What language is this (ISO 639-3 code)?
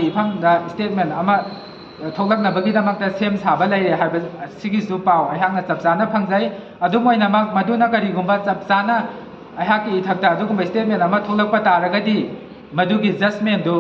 mni